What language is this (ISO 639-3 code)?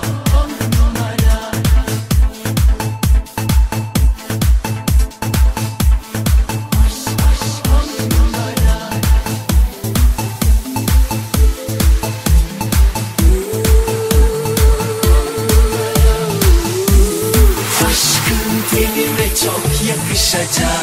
tur